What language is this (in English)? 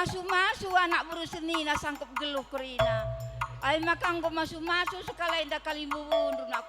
Batak Karo